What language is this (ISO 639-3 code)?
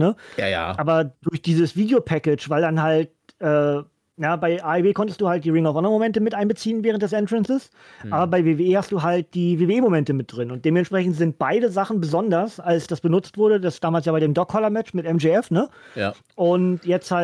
deu